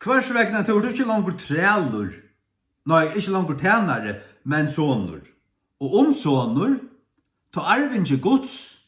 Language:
Faroese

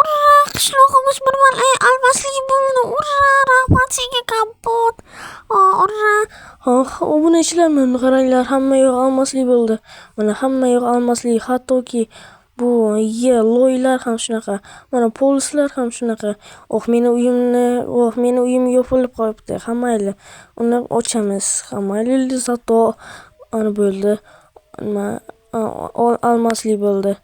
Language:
Uzbek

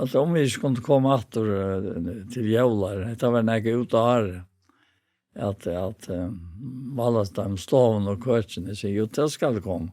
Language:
Faroese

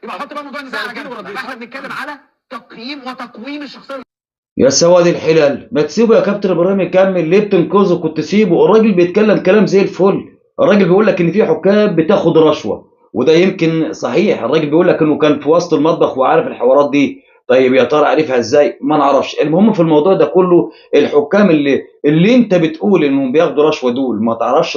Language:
Egyptian Arabic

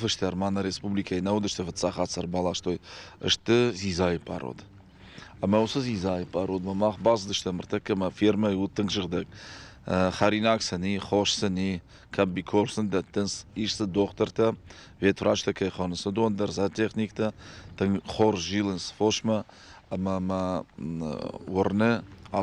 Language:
Ossetic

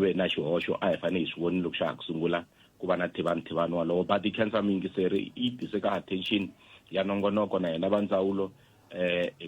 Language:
Tsonga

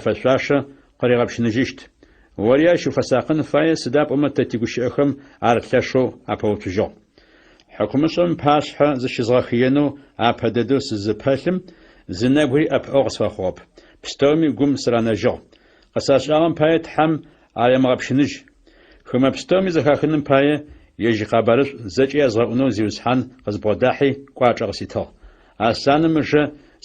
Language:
Adyghe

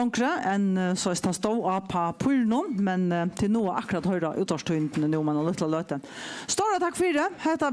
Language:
Faroese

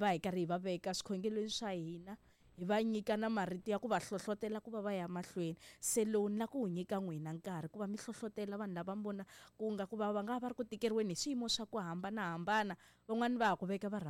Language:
Tsonga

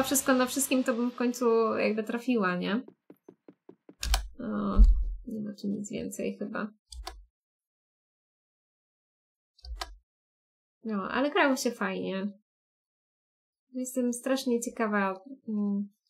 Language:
Polish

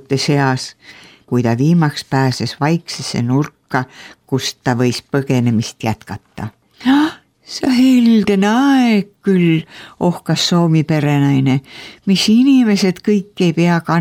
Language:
Estonian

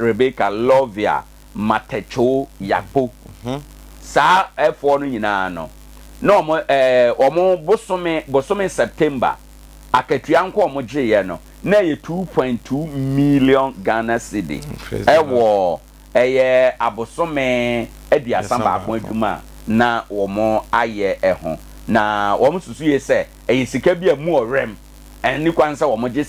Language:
Akan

